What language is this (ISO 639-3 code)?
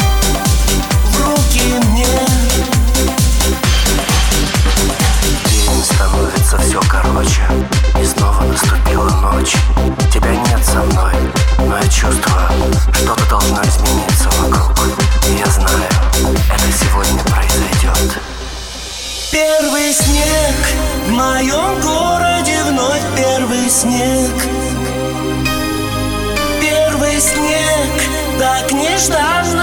rus